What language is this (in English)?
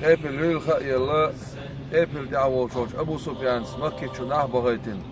Chechen